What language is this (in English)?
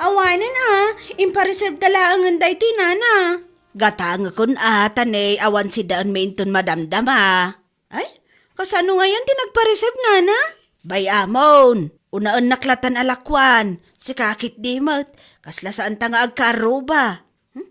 Iloko